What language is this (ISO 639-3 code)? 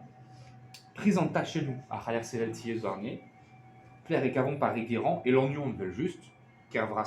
bre